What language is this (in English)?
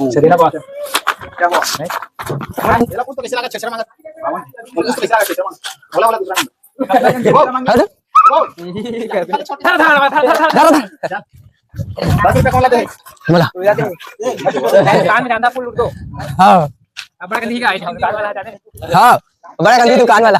Chhattisgarhi